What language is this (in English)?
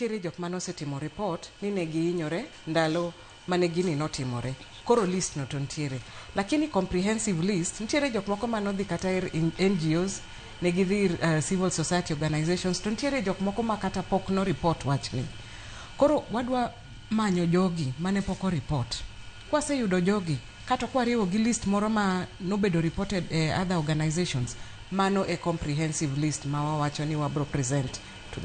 Luo (Kenya and Tanzania)